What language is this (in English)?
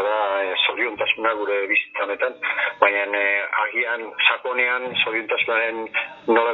Basque